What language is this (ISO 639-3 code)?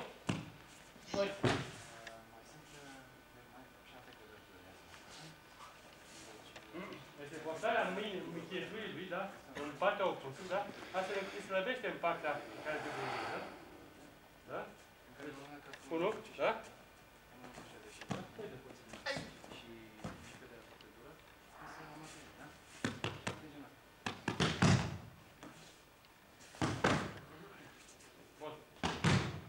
ron